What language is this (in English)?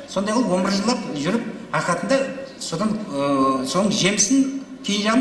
Kara-Kalpak